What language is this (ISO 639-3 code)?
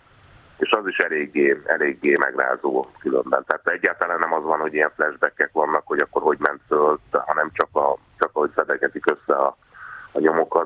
hun